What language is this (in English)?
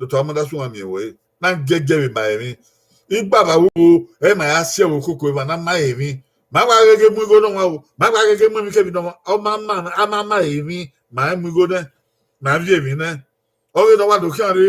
Bini